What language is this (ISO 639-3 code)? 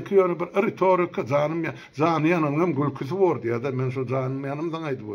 tuk